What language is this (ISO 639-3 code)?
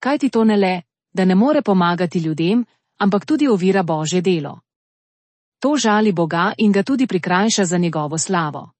slv